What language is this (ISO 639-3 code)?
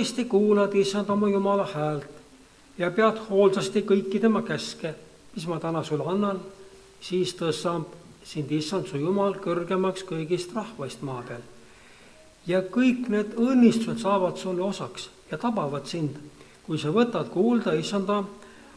est